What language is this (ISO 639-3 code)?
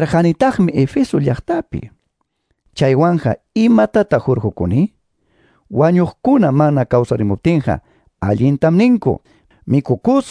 que